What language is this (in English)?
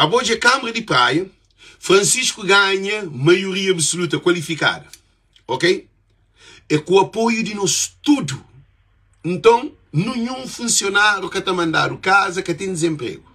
Kabuverdianu